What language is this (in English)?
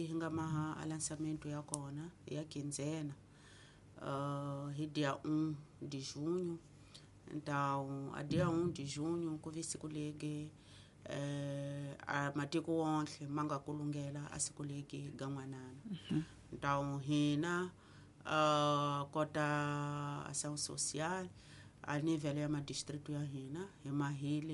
Tsonga